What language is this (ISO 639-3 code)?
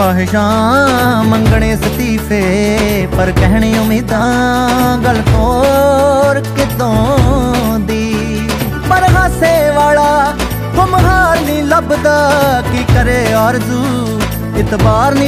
pan